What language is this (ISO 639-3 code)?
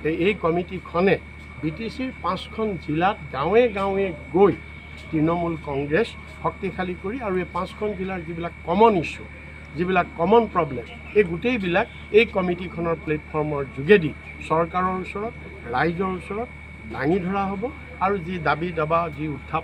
asm